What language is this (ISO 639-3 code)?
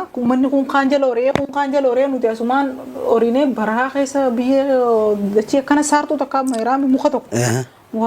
orm